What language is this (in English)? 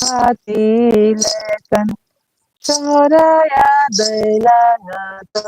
Santali